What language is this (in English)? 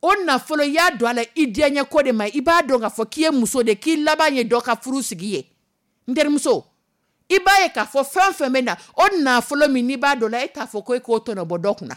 Dyula